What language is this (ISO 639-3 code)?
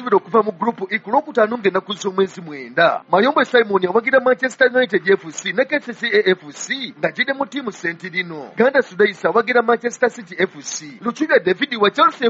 lug